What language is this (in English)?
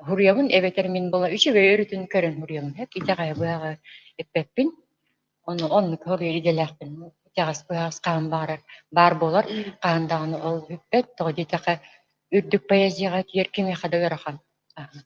Yakut